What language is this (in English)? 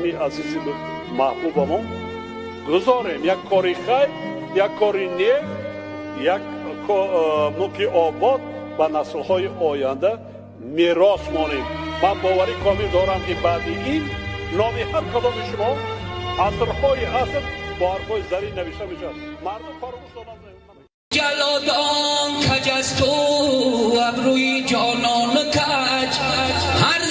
Tajik